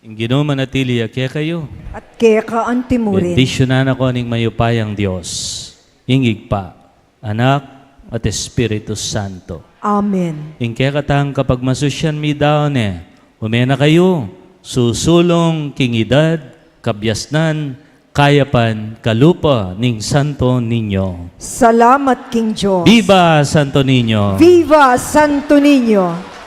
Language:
Pampanga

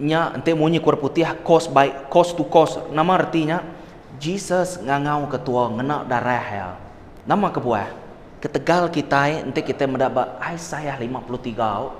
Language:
Iban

